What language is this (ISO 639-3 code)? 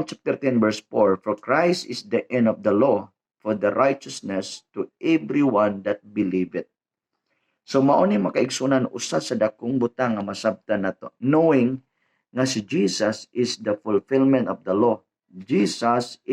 ceb